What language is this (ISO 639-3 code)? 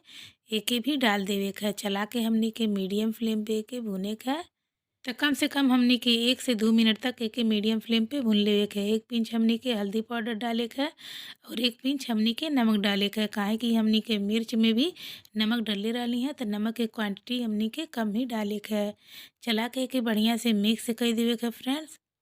bho